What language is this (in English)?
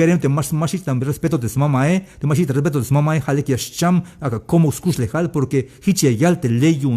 Tzeltal